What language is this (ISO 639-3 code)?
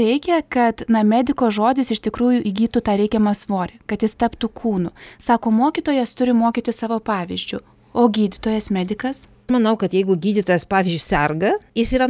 lit